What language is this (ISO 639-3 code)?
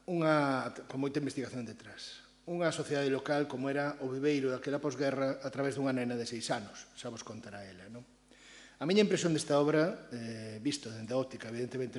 glg